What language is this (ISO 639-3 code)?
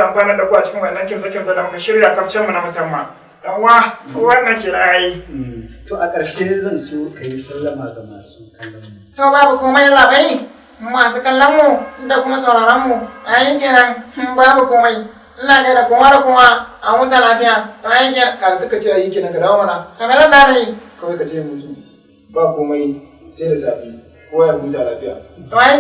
hau